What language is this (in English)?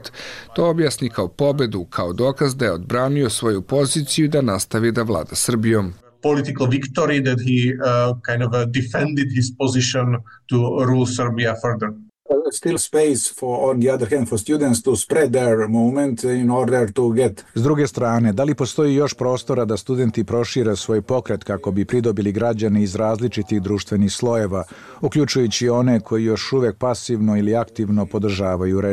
Serbian